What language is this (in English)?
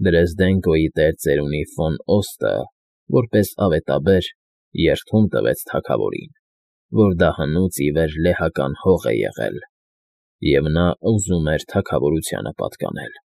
Armenian